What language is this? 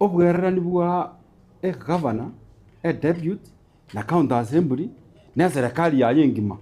Gusii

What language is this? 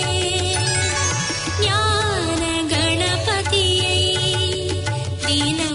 Tamil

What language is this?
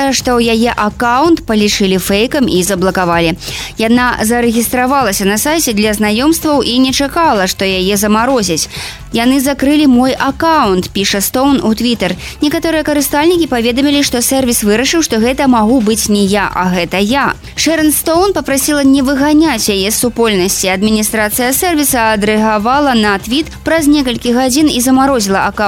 Belarusian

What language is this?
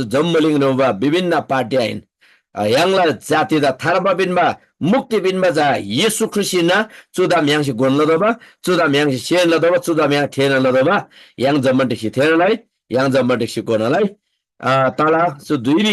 Eastern Tamang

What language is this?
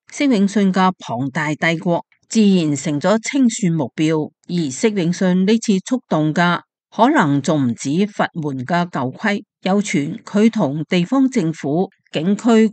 Cantonese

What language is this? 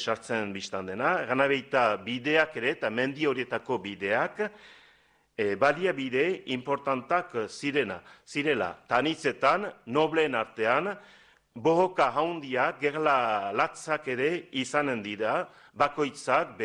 Basque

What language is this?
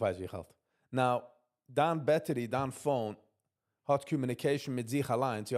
Yiddish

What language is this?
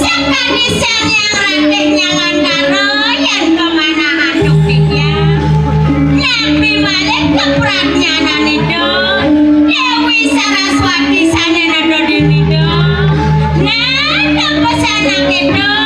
Balinese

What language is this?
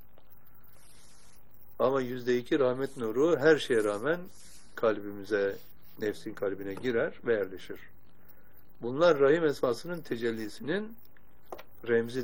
Turkish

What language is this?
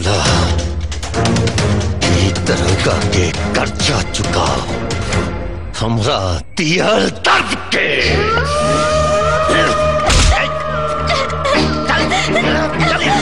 Bhojpuri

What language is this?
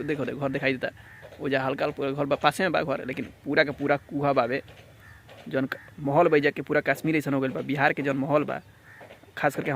Bhojpuri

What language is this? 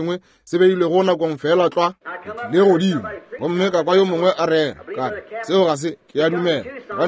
Northern Sotho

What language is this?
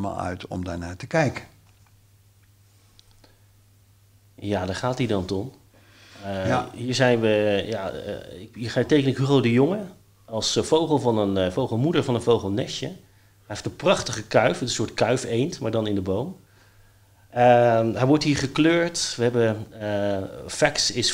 Dutch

